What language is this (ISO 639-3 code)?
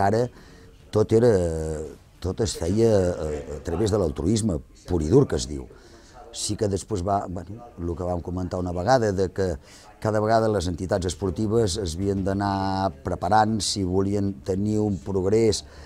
cat